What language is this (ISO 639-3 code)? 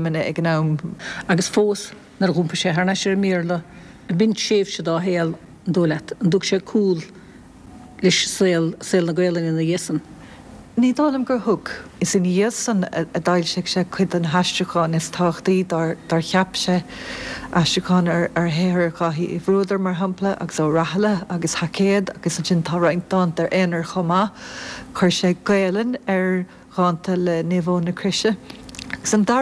gle